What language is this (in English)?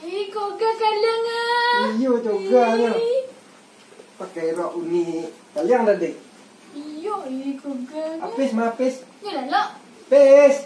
Minangkabau